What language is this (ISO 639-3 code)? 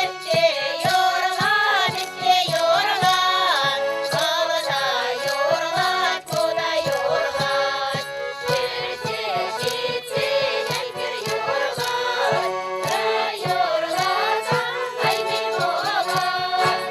chv